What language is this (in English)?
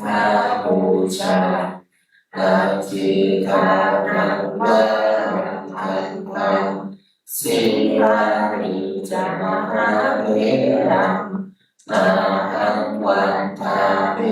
Pali